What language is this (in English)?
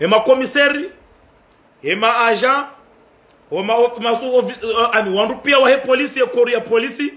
Ngazidja Comorian